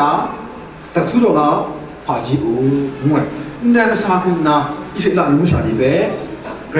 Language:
Kachin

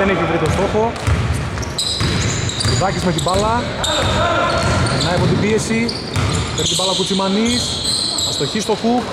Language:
Greek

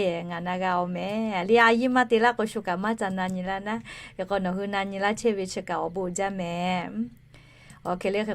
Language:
Lahu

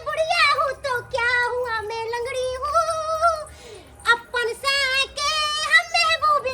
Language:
Maithili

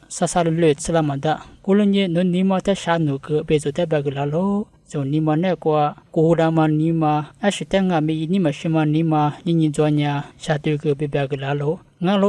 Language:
Lisu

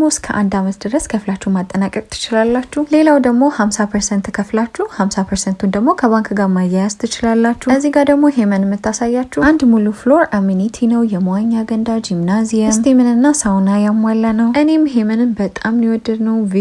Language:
Amharic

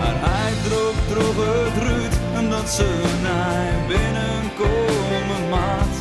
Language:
Western Frisian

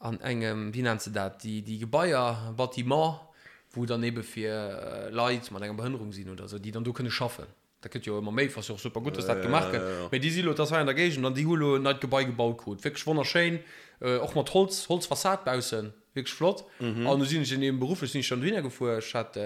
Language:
Luxembourgish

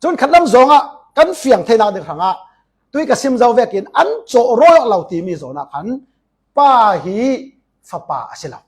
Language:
Falam Chin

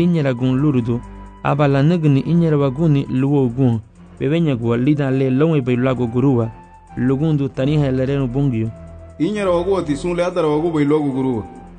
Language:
Garifuna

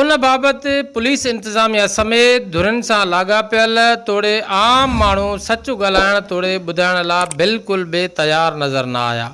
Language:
Sindhi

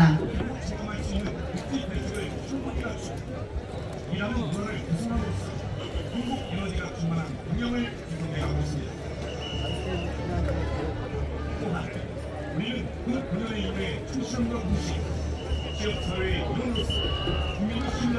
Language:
Korean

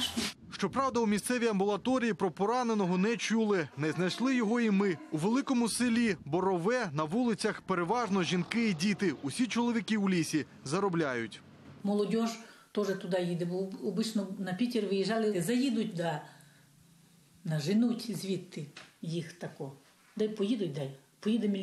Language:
Ukrainian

